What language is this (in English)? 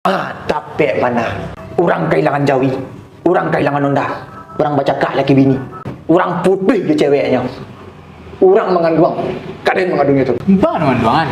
Minangkabau